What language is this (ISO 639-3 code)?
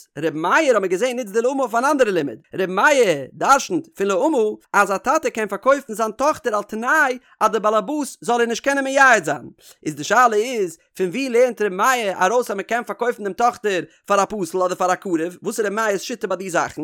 yid